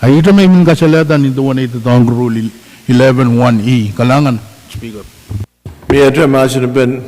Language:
Pohnpeian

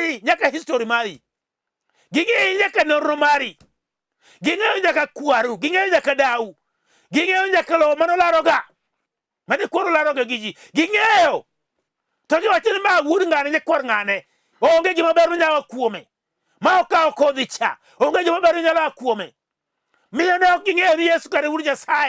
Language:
Luo (Kenya and Tanzania)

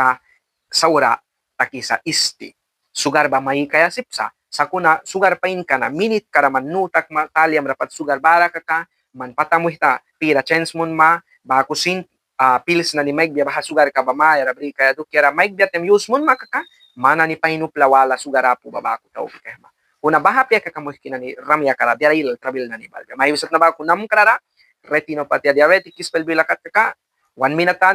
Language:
Mískito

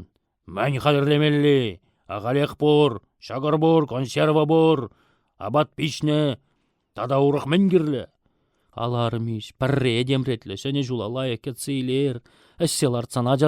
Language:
Chuvash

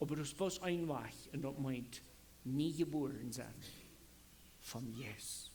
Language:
Plautdietsch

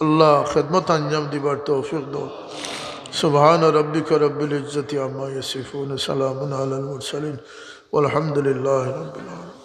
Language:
Sylheti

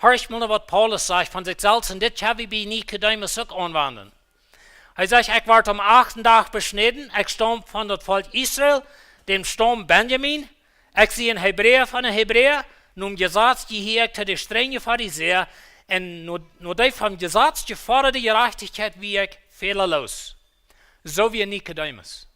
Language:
Plautdietsch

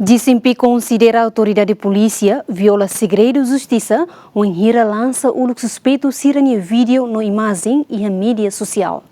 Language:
Tetum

